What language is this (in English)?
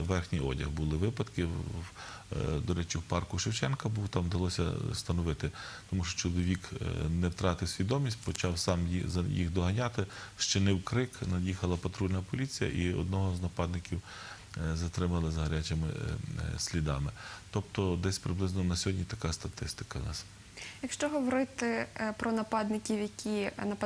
Ukrainian